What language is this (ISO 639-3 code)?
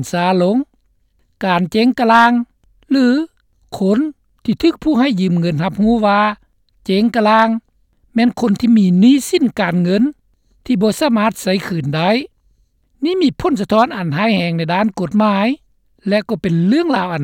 lao